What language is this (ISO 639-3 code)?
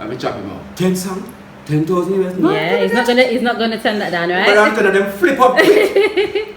jam